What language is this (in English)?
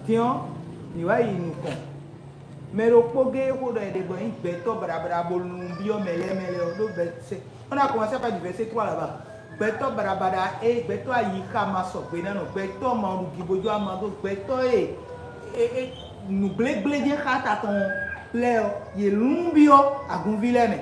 Fon